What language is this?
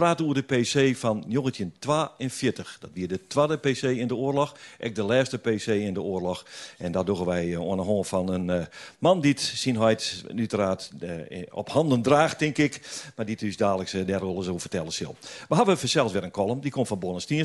Western Frisian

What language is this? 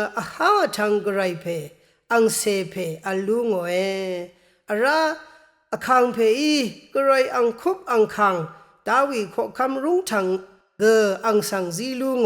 Rawang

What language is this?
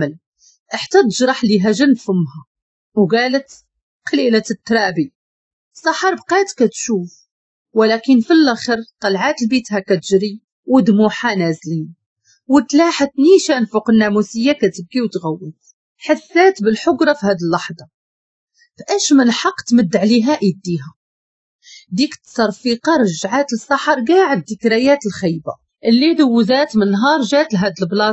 Moroccan Arabic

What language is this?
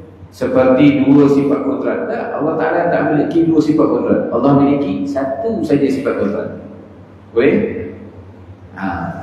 Malay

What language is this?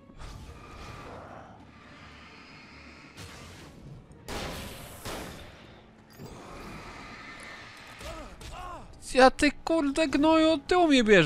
Polish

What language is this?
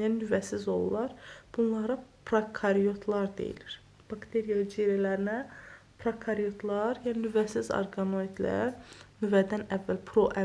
Azerbaijani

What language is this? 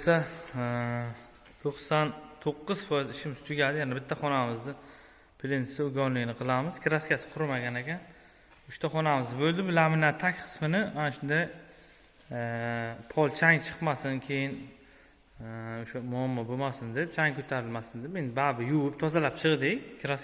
Uzbek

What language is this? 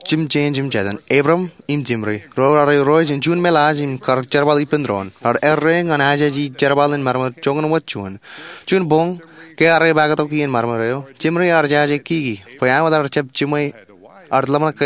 Marshallese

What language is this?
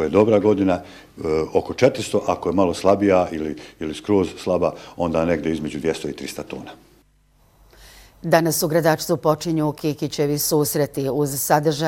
Bosnian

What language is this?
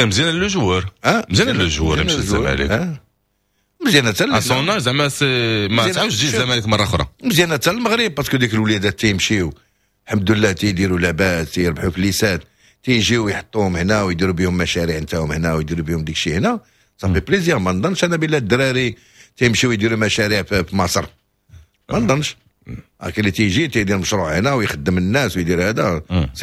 Moroccan Arabic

